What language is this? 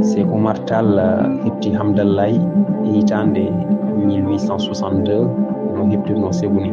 Fula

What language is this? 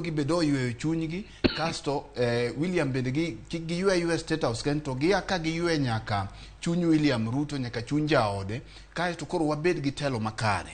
Luo (Kenya and Tanzania)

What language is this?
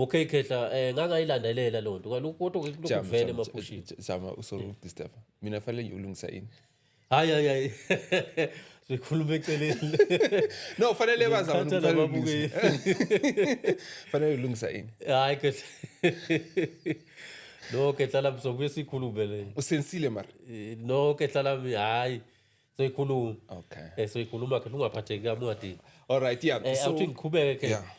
Zulu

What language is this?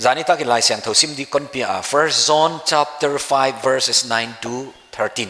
Paite Chin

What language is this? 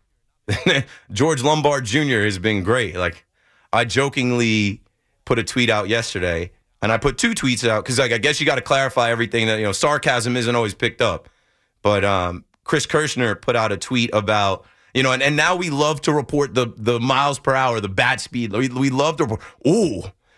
English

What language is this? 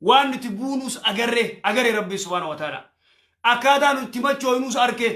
Oromo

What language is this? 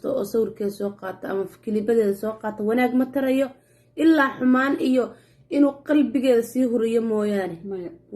Somali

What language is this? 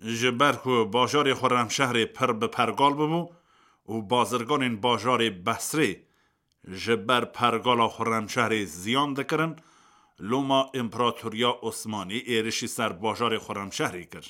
Kurdish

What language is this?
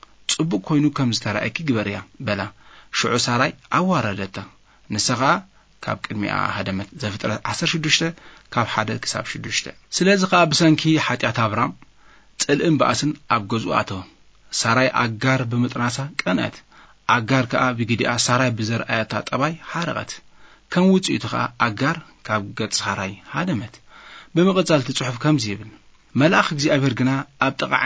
Tigrinya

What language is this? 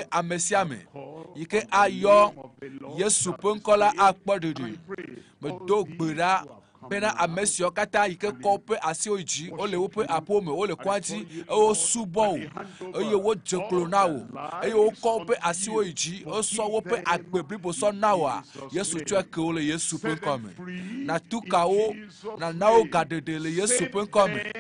Ewe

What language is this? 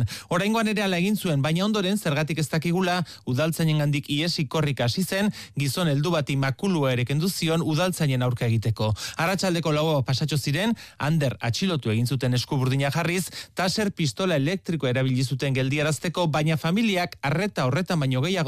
Basque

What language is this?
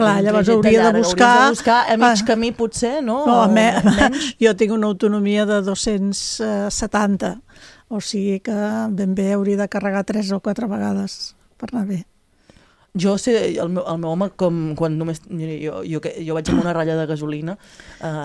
Catalan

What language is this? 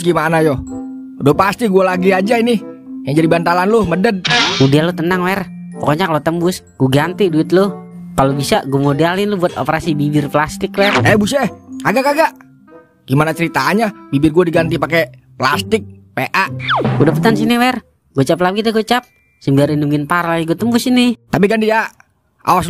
Betawi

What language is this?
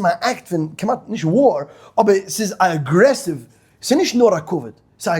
Yiddish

